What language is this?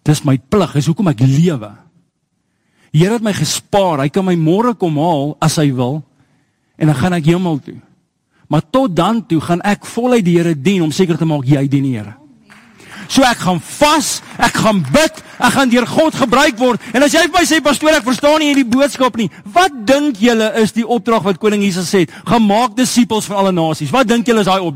Afrikaans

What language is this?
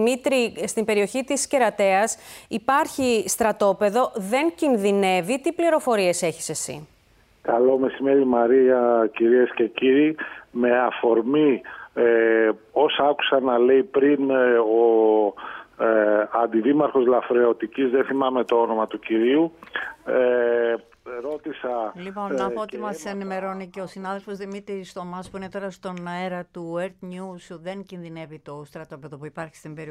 Greek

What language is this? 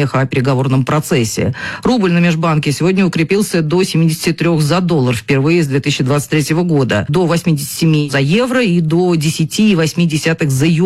Russian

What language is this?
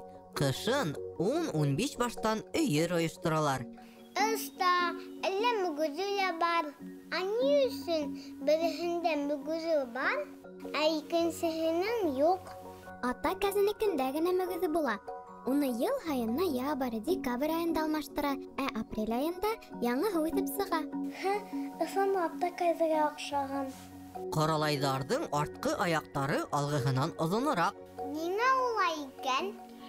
Bashkir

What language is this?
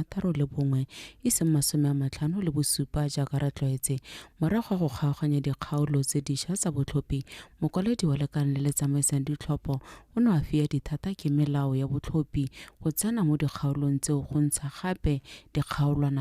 Tswana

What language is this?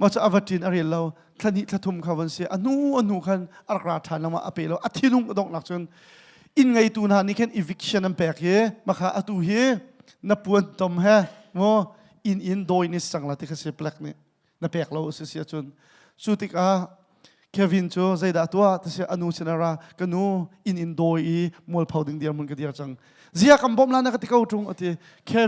Hakha Chin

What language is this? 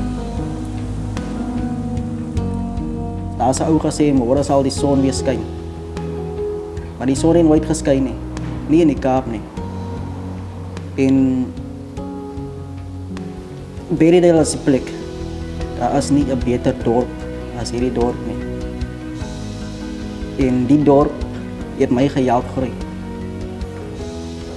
Afrikaans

